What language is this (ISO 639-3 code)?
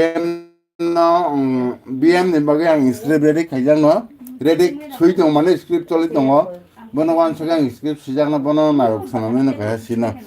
trp